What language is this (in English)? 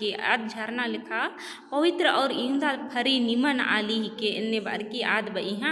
Kurukh